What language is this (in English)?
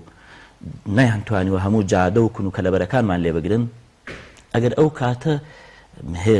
Central Kurdish